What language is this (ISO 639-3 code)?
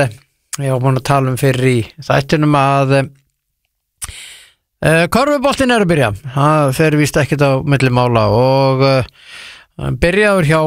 isl